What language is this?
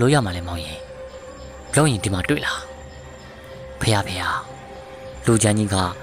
Burmese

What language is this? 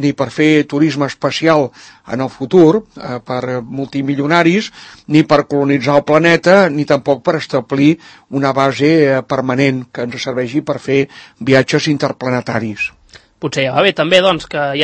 Catalan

